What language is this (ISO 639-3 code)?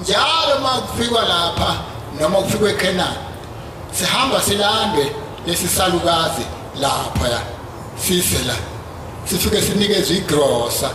zul